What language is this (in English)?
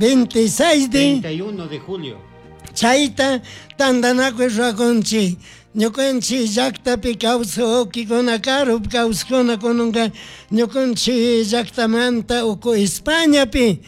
Chimborazo Highland Quichua